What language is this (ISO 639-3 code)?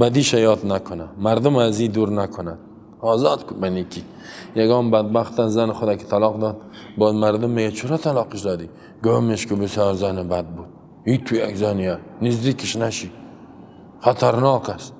fas